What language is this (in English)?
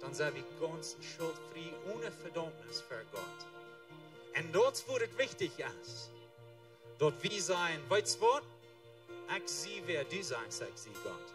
Plautdietsch